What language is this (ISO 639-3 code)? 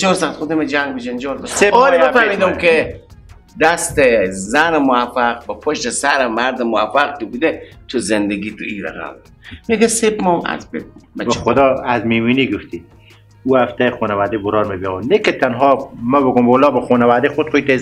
fas